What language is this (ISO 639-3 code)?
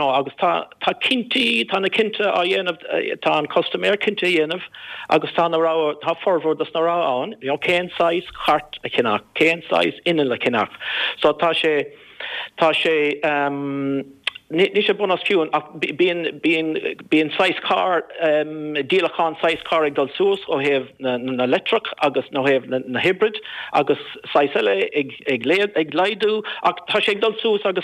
gle